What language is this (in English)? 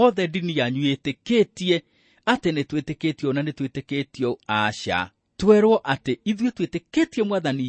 Kikuyu